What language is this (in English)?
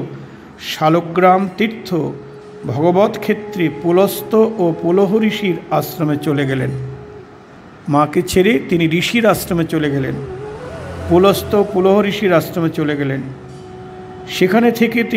Bangla